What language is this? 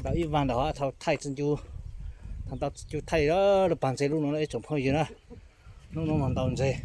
Hmong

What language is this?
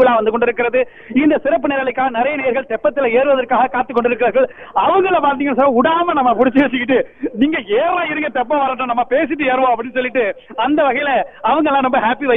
Tamil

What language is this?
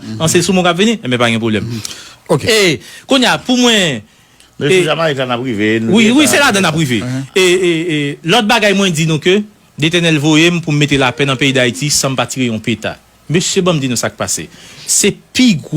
Haitian Creole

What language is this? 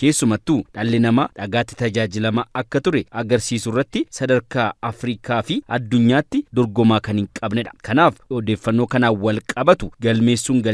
Oromo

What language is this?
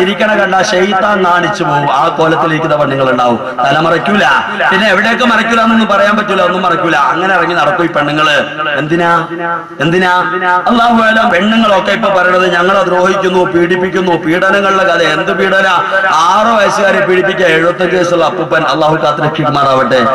Malayalam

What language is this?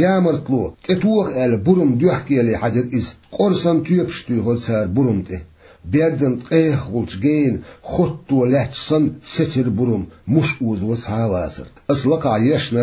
Chechen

